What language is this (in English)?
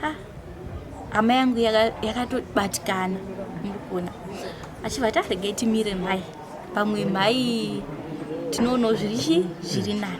Shona